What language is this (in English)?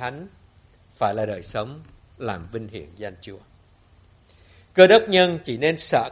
Vietnamese